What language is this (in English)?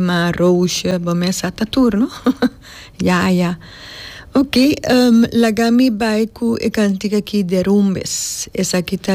Papiamento